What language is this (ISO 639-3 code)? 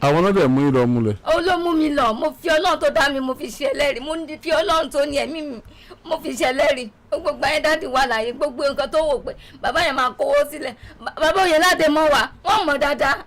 yor